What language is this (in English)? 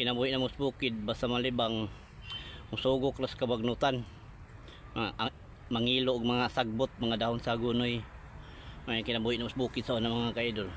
Cebuano